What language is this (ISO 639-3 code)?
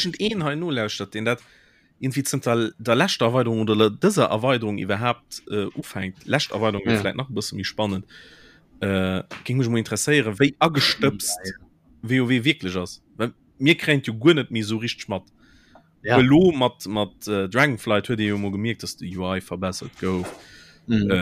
ltz